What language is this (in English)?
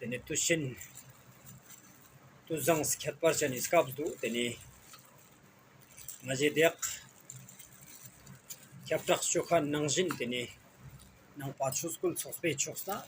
Ladakhi